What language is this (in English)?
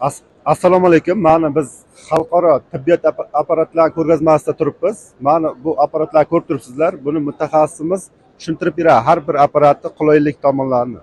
Uzbek